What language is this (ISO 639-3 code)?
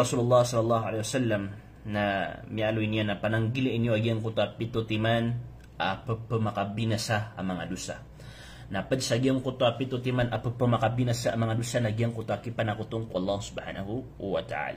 mrw